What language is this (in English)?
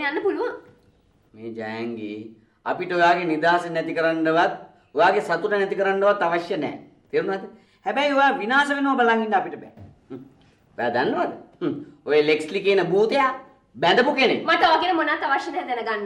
Sinhala